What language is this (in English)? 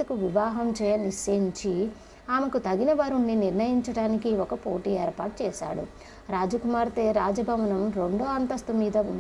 Telugu